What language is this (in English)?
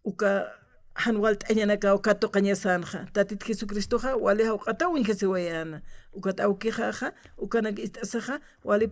Aymara